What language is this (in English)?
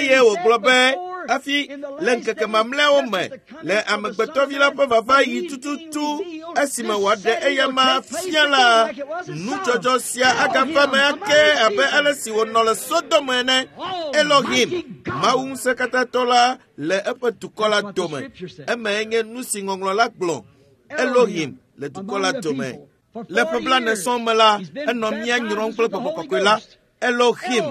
Ewe